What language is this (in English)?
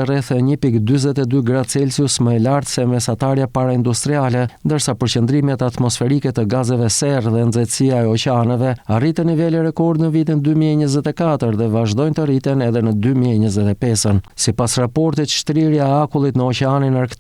Albanian